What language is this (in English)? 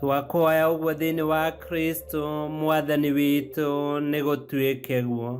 Kikuyu